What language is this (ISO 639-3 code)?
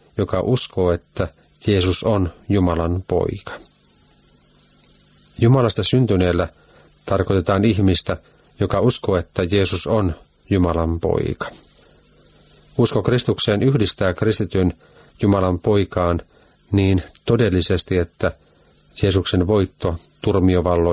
fin